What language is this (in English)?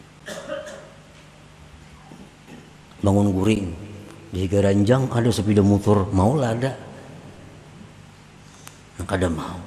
Indonesian